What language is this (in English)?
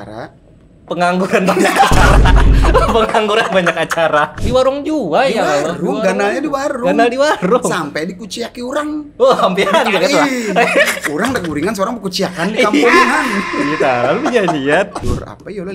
Banjar